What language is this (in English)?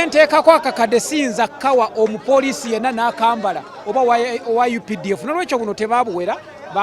Ganda